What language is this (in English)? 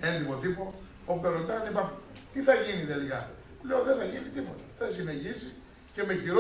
Greek